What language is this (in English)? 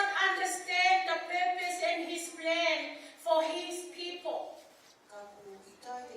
Tongan